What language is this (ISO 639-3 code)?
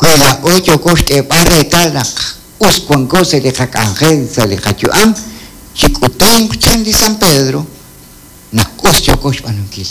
kek